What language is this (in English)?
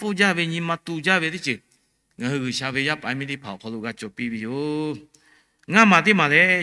Lahu